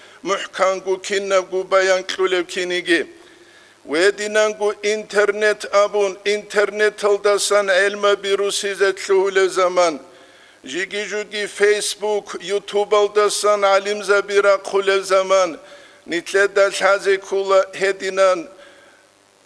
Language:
Avaric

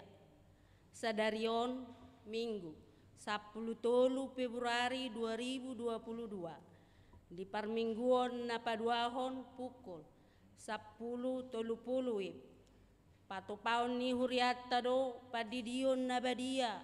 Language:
Batak Toba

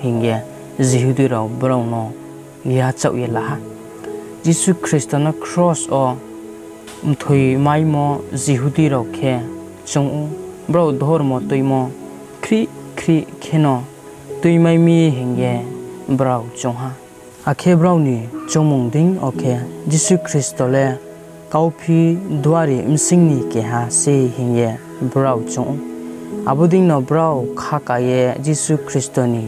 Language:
Riang (India)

